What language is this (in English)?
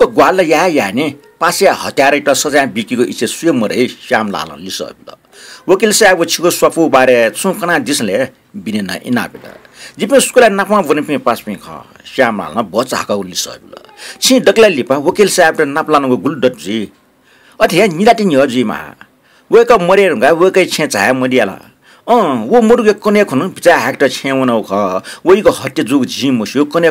Newari